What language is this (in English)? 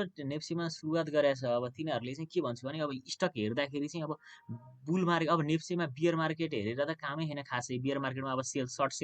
Nepali